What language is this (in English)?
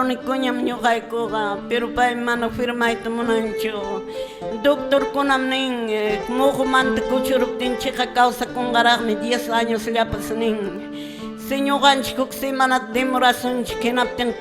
Quechua